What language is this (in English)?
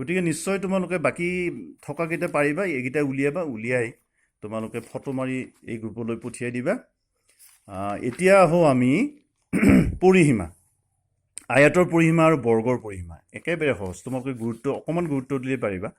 Assamese